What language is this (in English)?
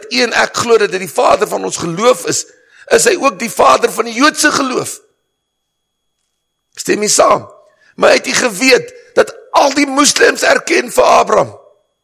Afrikaans